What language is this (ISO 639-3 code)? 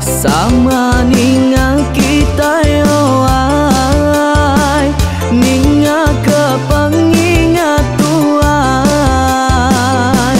iba